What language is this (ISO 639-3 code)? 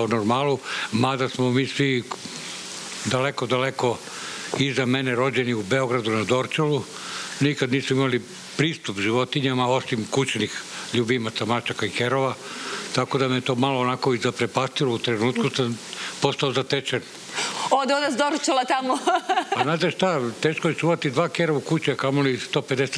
srp